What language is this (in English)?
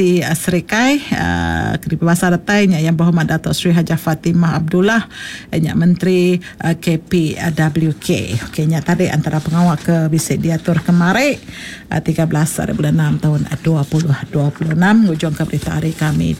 Iban